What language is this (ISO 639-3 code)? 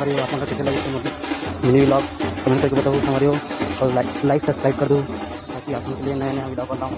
hne